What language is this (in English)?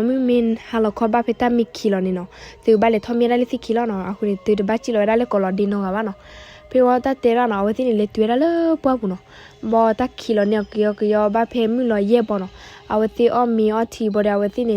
S'gaw Karen